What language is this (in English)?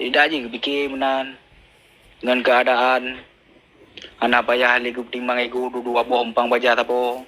Achinese